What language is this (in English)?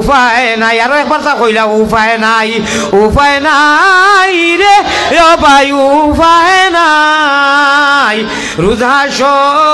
Sylheti